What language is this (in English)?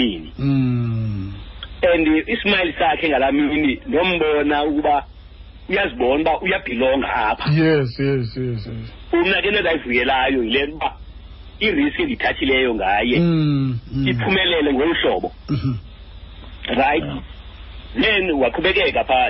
Xhosa